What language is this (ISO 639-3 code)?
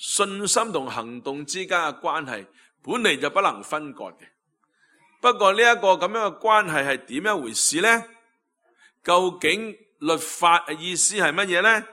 yue